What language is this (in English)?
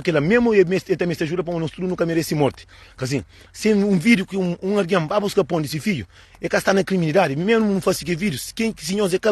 Kabuverdianu